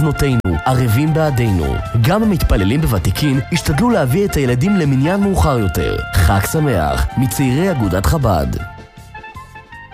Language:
Hebrew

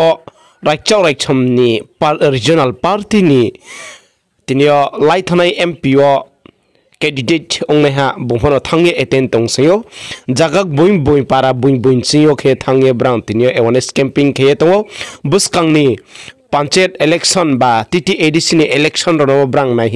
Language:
Riang (India)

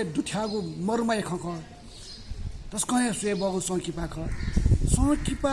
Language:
Newari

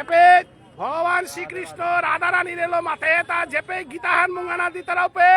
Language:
Bishnupriya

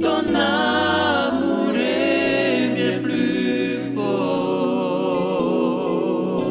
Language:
Tahitian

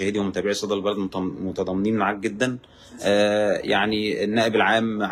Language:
Egyptian Arabic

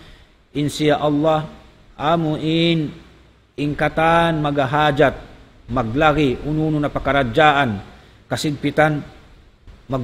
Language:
Tausug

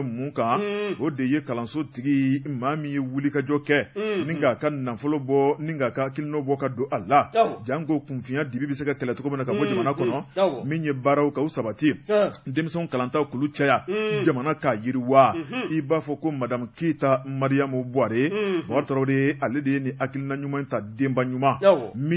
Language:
Bambara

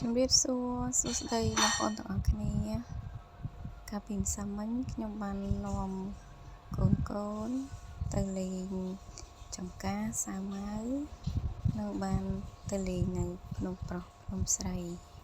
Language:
Khmer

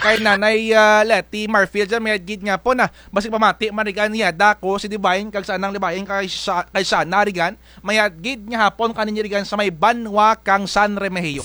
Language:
Kinaray-a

